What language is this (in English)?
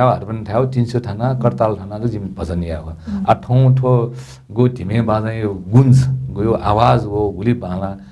Newari